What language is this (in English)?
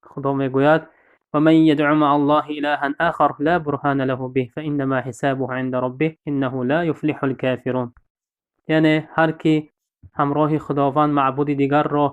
Tajik